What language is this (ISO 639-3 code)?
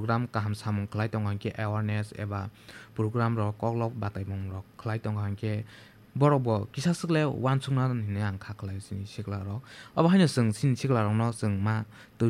trp